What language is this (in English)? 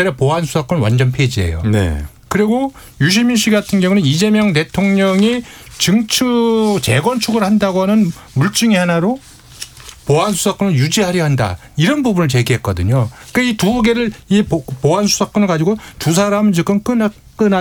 Korean